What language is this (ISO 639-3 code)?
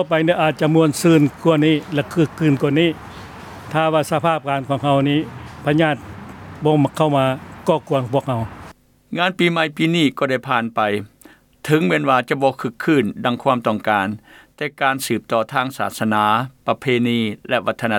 lao